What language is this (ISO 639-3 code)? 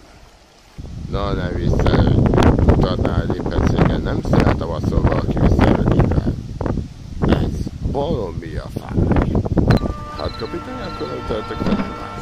hun